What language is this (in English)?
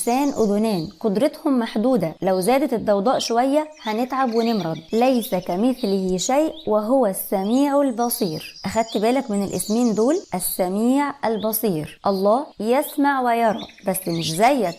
Egyptian Arabic